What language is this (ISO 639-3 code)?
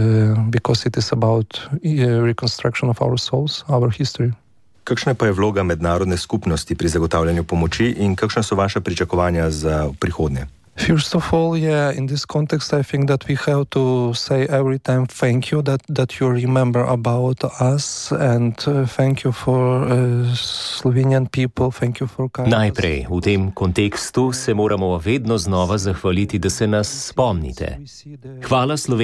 slv